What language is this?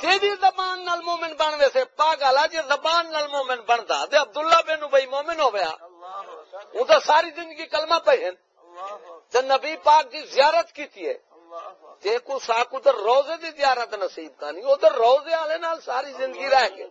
Saraiki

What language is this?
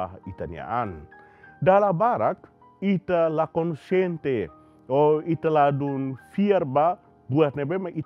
Tetum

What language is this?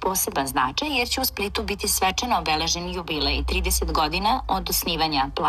Serbian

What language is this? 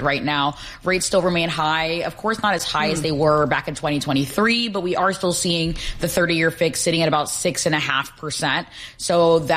English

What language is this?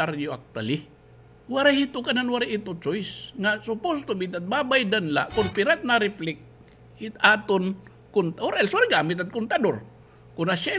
Waray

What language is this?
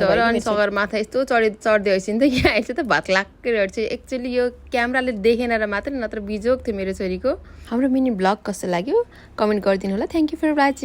Nepali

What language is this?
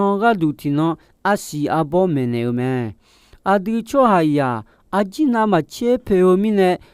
Akha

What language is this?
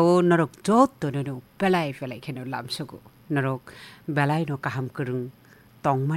Kok Borok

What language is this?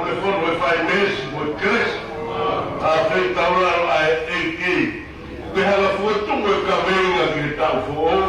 Tongan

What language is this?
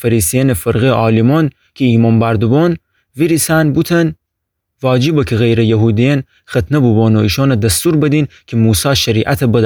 Gilaki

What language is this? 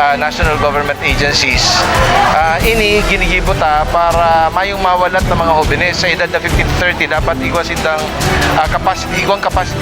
Bikol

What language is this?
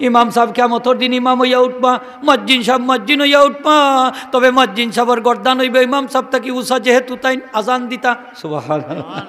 Sylheti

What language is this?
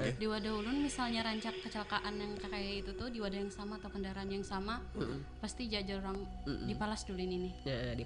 Banjar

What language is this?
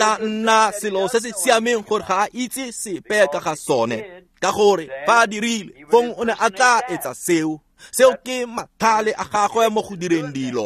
Tswana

